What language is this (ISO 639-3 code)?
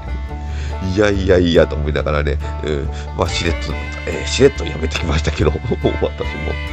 jpn